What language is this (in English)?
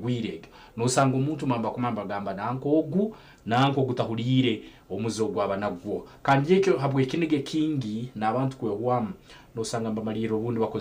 Nyankole